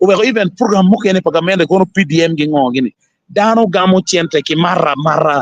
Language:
Acoli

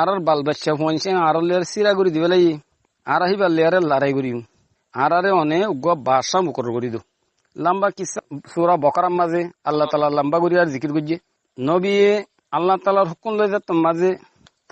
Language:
Rohingya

